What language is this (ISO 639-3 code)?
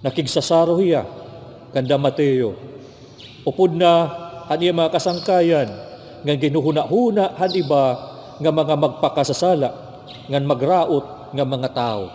war